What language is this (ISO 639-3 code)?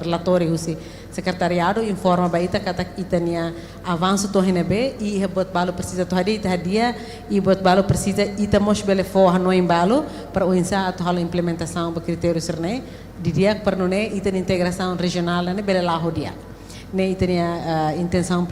tet